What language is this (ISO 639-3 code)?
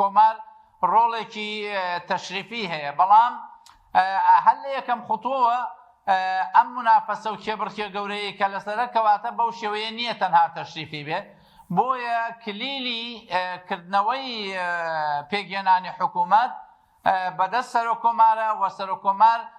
ckb